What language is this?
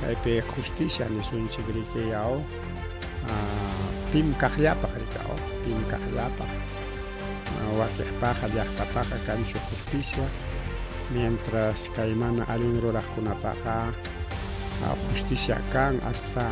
Ayacucho Quechua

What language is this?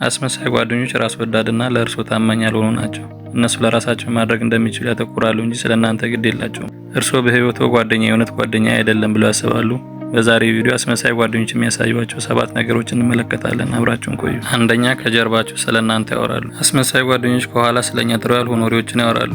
Amharic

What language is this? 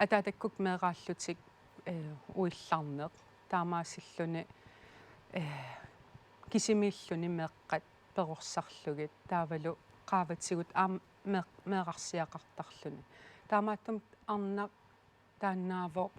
Kalaallisut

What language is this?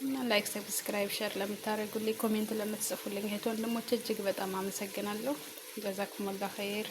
Amharic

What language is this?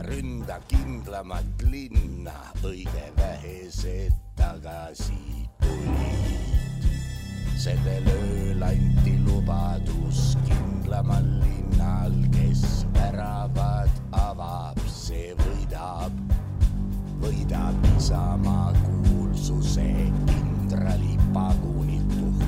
Estonian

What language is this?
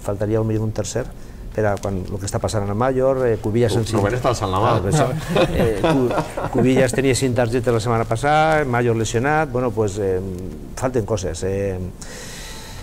Catalan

